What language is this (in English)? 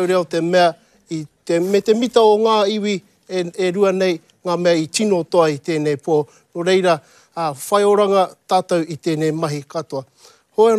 Māori